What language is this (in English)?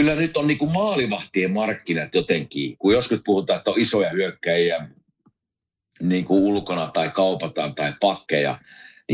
Finnish